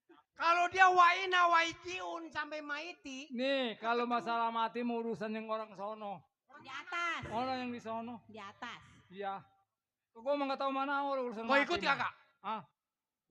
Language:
Betawi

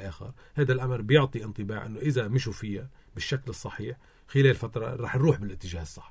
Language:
North Levantine Arabic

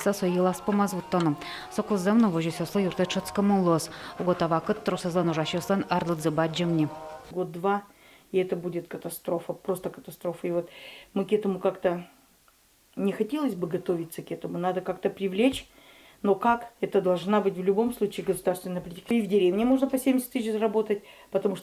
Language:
Udmurt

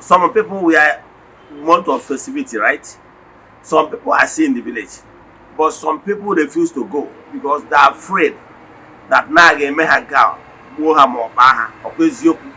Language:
Igbo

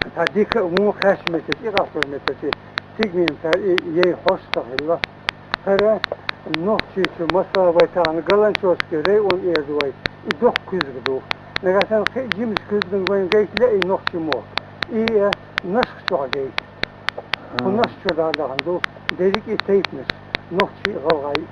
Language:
Chechen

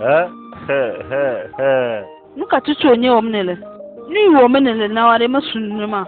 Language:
Ewe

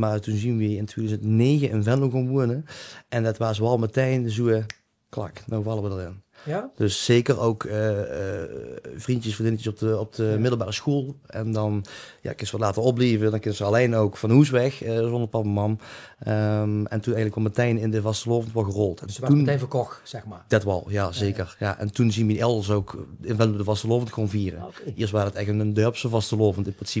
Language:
Limburgish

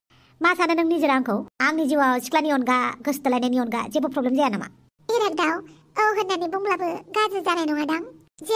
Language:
Bodo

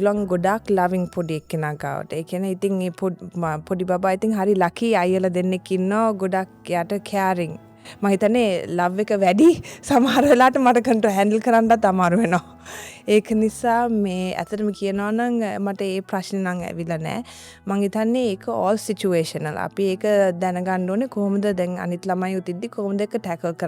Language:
Sinhala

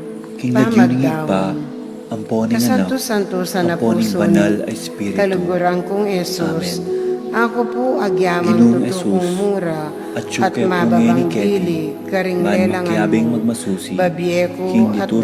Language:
Pampanga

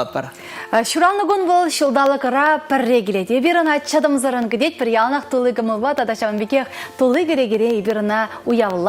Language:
Chuvash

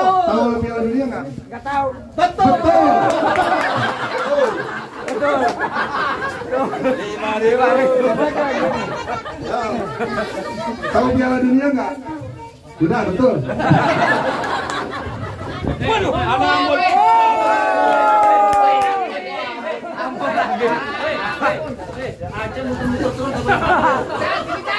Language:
Indonesian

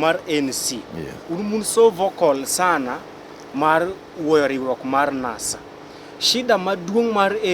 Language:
Luo (Kenya and Tanzania)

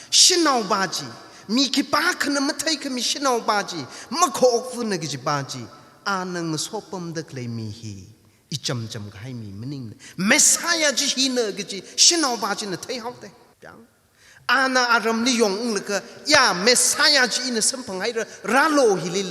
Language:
Tangkhul Naga (India)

